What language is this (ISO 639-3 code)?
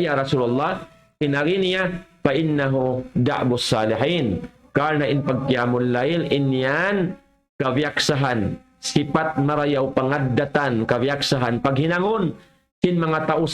tsg